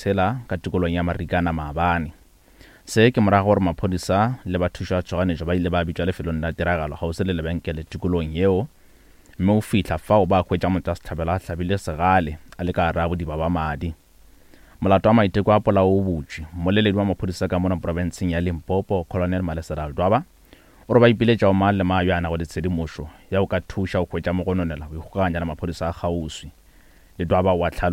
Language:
Northern Sotho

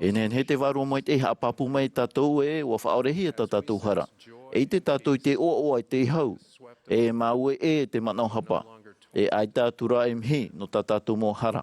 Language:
Tahitian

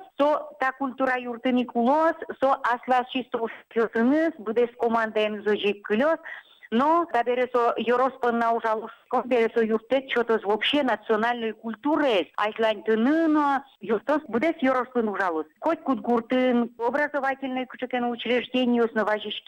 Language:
Udmurt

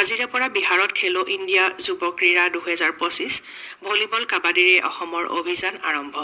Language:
Assamese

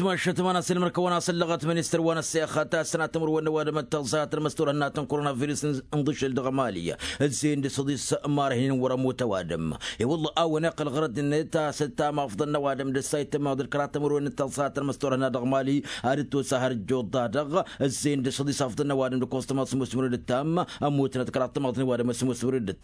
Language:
Tamasheq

